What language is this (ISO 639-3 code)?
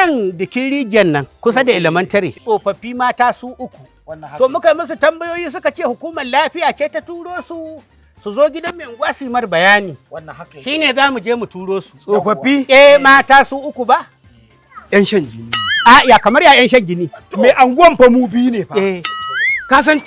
hau